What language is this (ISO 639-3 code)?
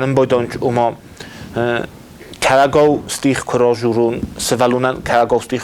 oss